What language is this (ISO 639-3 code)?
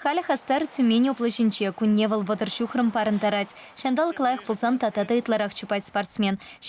chv